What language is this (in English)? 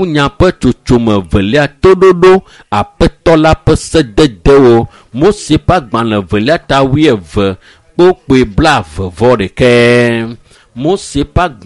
Ewe